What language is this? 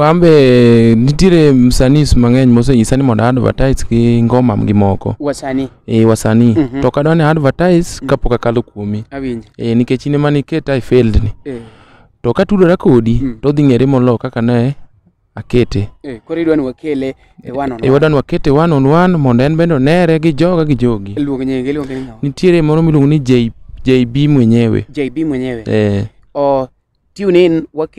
Luo (Kenya and Tanzania)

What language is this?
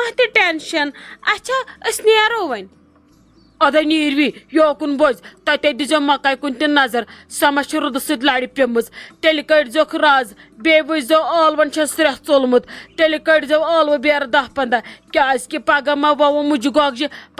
Kashmiri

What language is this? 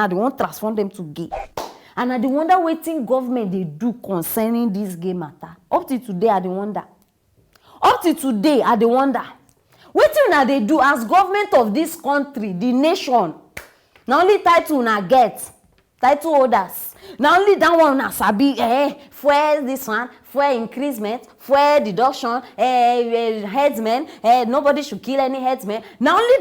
Nigerian Pidgin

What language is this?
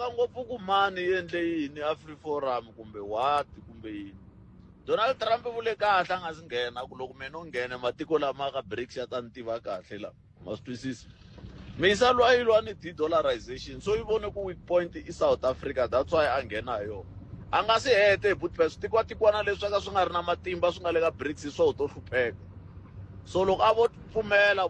Tsonga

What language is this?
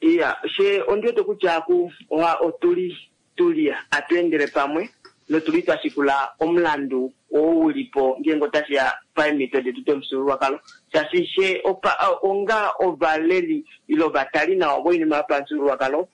Kuanyama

